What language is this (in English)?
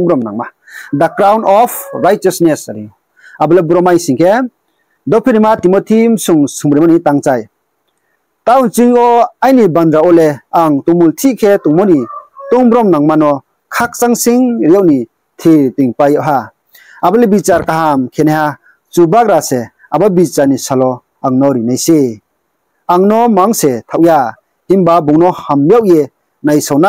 Riang (India)